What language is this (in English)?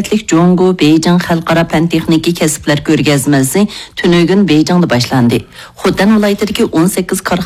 Uyghur